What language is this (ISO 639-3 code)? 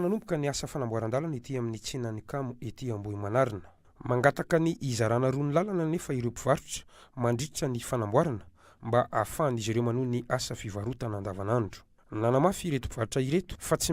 mlg